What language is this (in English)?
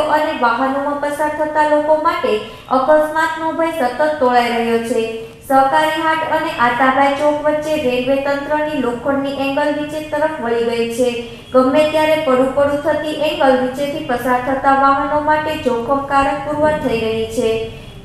Gujarati